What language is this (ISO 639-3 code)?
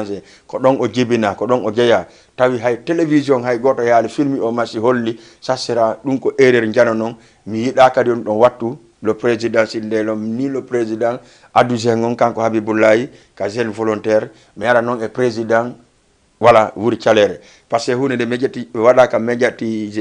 ful